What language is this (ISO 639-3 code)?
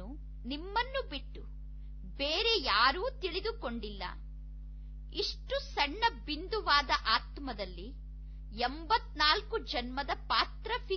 kan